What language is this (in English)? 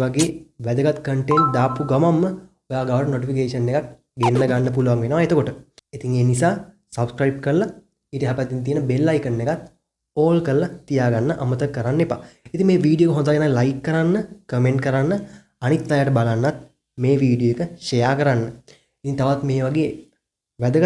Sinhala